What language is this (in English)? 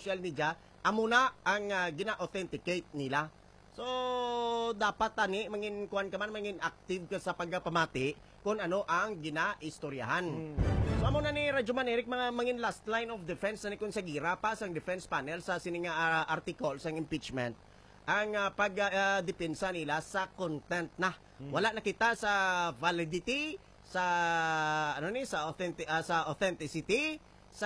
Hiligaynon